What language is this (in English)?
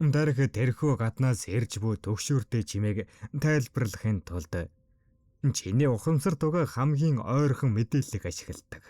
Mongolian